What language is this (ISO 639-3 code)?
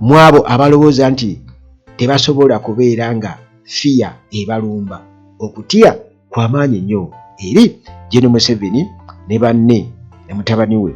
lug